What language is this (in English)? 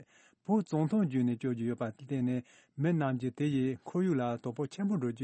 Tibetan